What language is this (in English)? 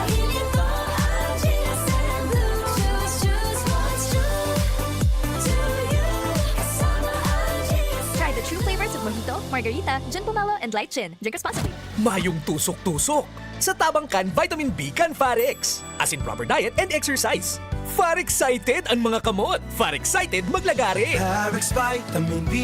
Bikol